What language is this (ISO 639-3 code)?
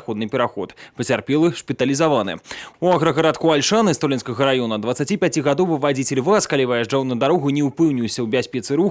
bel